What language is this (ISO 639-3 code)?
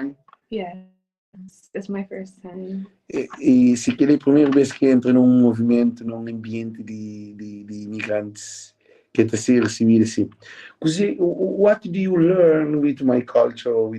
kea